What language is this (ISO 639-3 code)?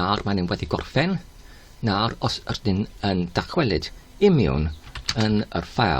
cym